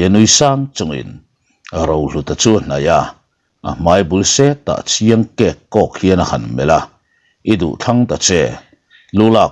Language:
Mizo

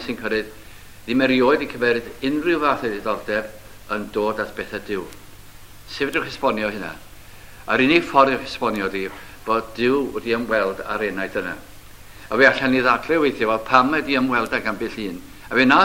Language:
Welsh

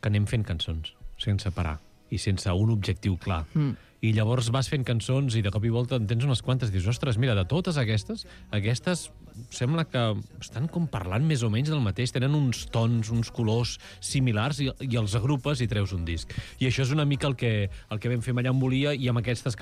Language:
Catalan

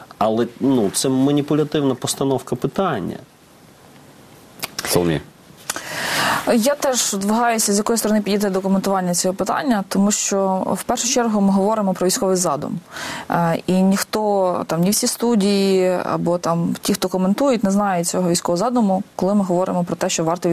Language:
Ukrainian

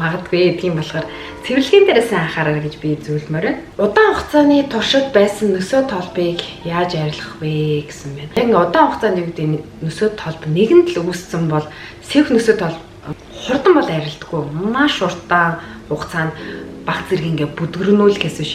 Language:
Mongolian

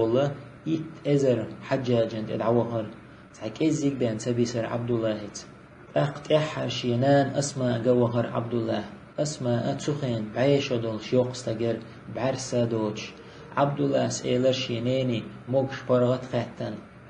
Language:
Chechen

